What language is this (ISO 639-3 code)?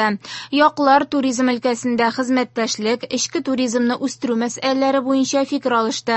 tat